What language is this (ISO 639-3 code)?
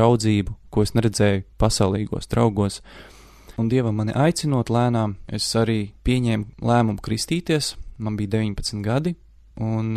lav